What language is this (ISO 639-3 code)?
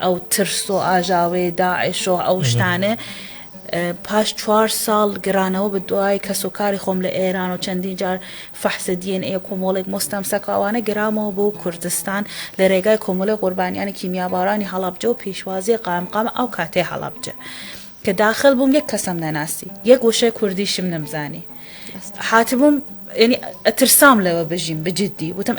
ckb